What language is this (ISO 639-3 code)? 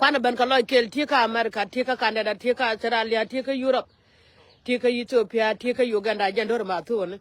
nus